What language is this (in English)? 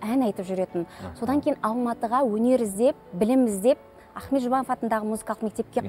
Kazakh